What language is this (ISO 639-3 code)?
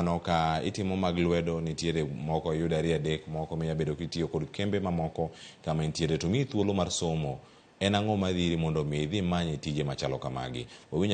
luo